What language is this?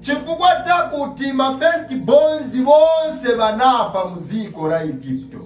Nyanja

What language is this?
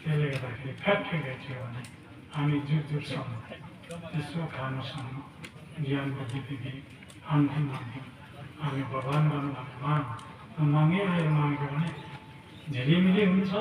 Nepali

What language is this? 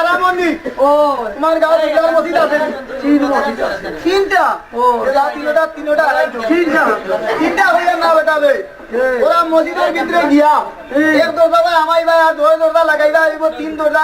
Sylheti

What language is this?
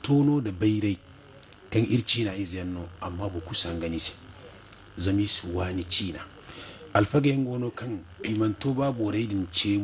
Zarma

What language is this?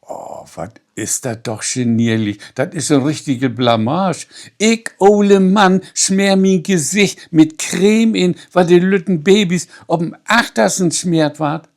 Low German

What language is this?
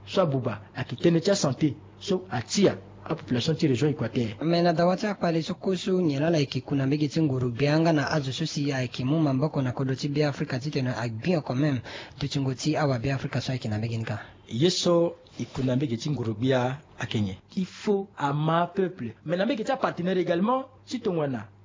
Sango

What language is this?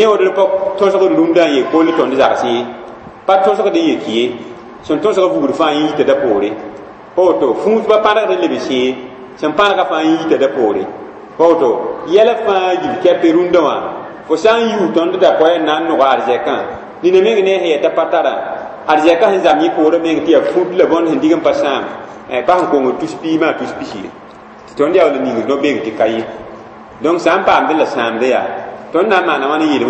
Mossi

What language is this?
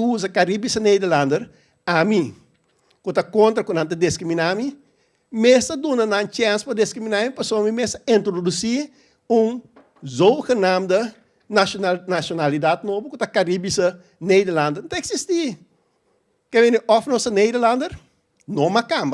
Papiamento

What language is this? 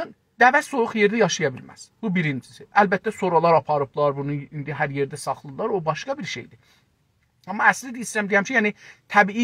South Azerbaijani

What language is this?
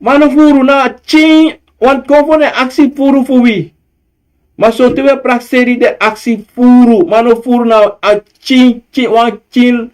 Sranan Tongo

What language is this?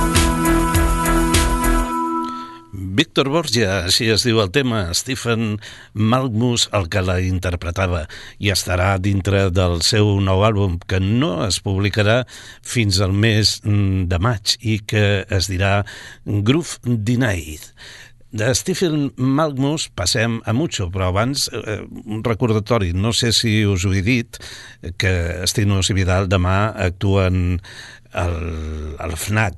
Catalan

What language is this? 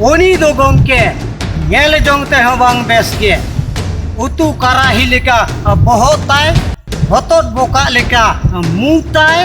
Santali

